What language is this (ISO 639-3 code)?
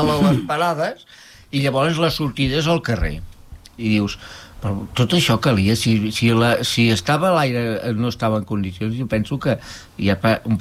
cat